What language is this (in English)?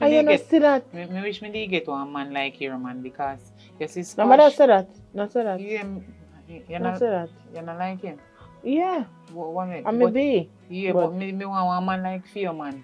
Jamaican Creole English